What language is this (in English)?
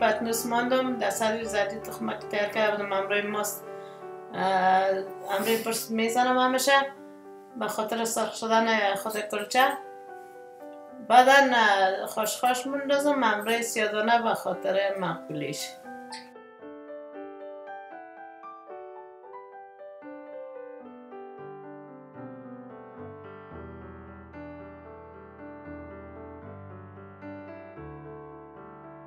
Persian